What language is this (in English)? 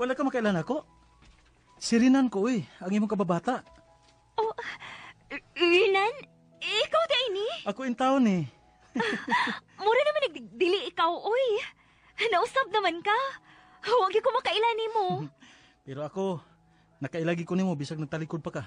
Cebuano